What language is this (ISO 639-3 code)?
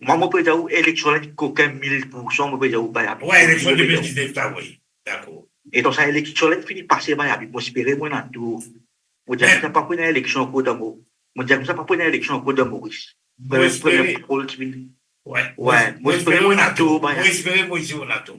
mfe